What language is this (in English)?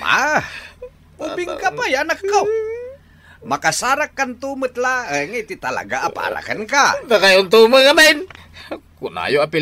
Iloko